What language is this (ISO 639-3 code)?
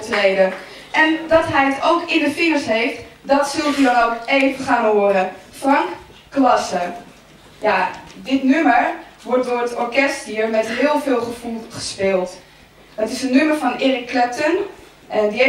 nld